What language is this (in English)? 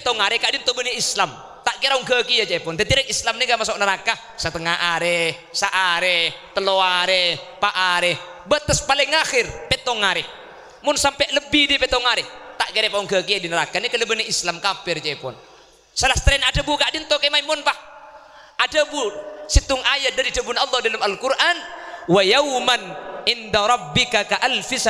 Madurese